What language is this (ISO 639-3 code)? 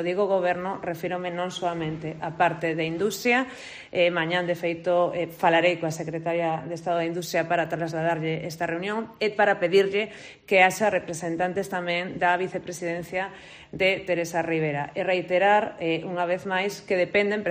glg